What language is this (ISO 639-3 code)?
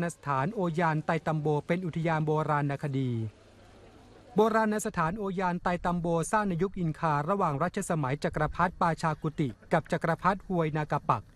tha